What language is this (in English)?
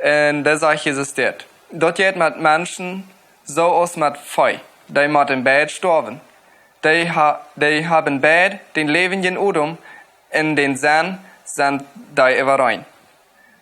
Plautdietsch